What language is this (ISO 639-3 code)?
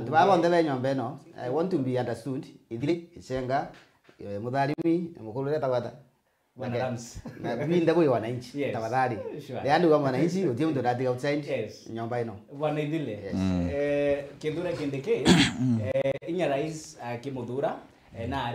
mer